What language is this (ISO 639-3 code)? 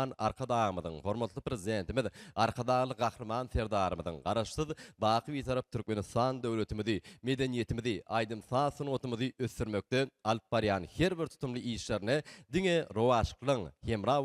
tuk